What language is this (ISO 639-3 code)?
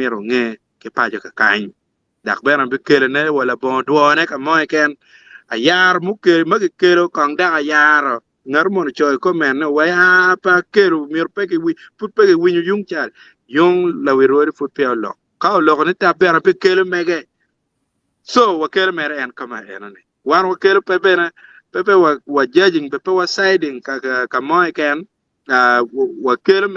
ach